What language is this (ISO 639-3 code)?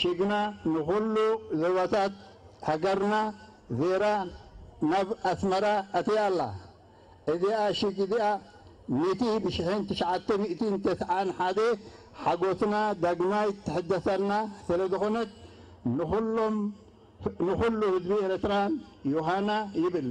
tir